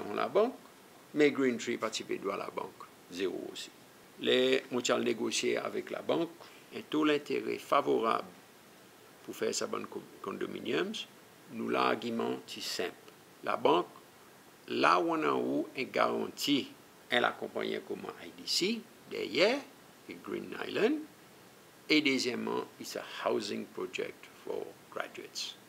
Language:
Seselwa Creole French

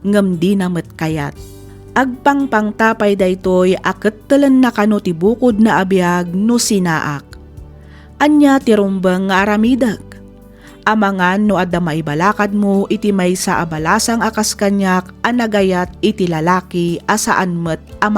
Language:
Iloko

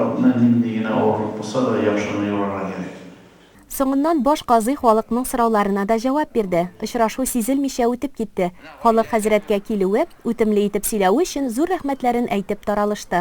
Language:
Tatar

